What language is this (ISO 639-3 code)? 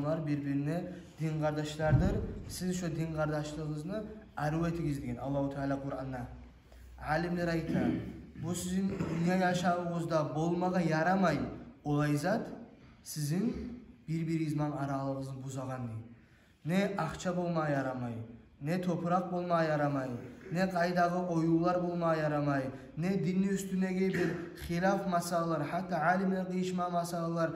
kum